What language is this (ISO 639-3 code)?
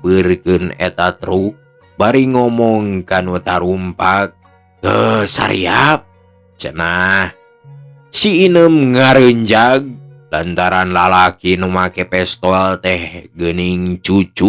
sun